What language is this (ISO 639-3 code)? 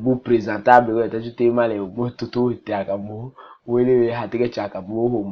tll